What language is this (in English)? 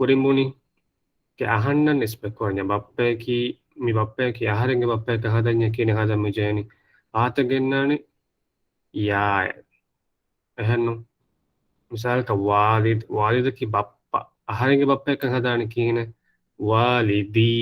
Divehi